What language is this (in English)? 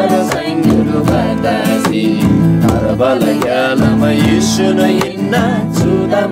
Eastern Tamang